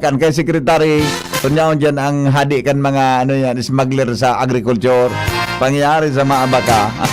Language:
Bikol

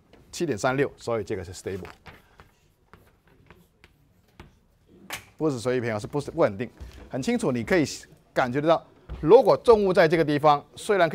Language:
Chinese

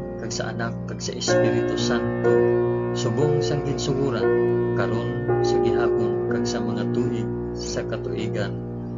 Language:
Hiligaynon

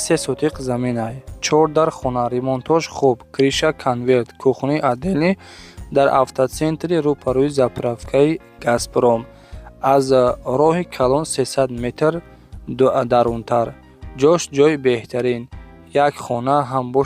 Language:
Tajik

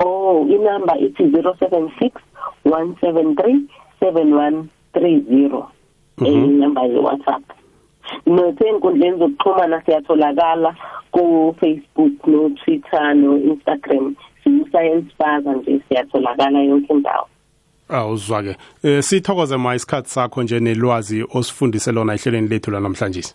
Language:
South Ndebele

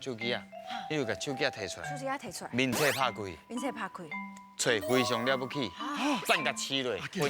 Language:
Min Nan Chinese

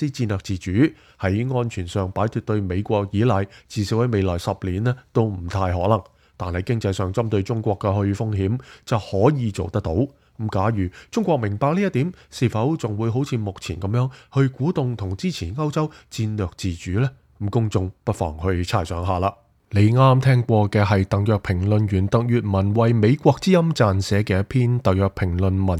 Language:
Cantonese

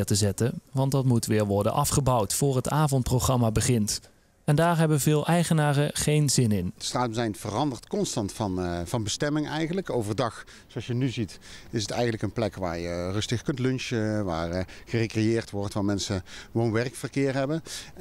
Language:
Dutch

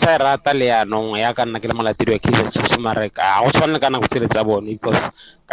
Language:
Tswana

